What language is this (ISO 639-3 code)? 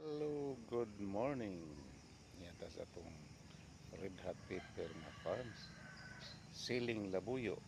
ceb